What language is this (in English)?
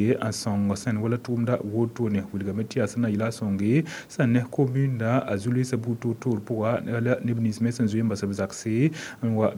Mossi